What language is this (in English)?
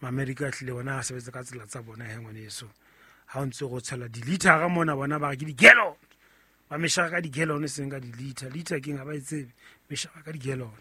Southern Sotho